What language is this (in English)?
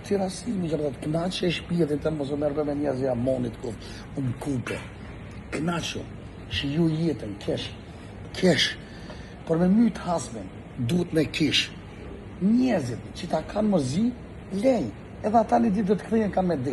Albanian